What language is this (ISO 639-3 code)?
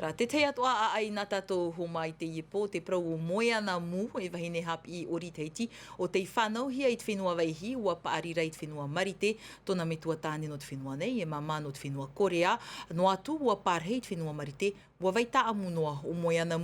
tah